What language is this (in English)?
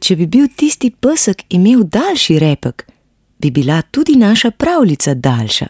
Slovenian